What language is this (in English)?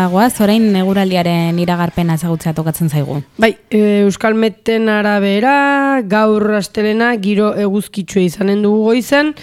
Basque